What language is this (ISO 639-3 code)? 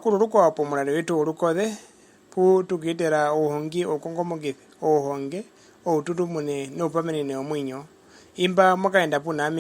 her